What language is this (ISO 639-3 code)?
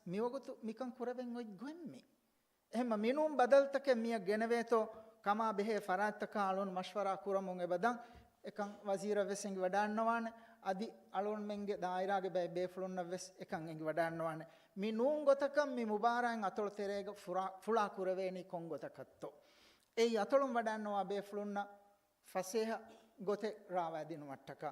div